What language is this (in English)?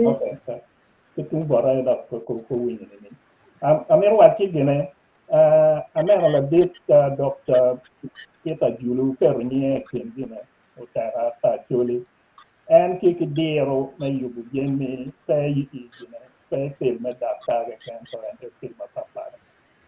Acoli